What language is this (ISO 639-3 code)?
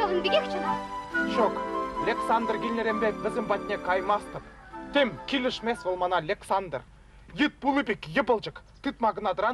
chv